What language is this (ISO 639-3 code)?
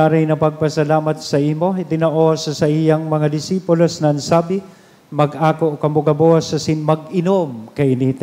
bik